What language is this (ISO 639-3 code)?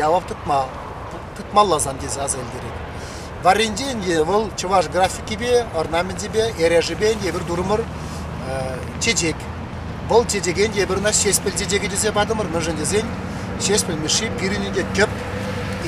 chv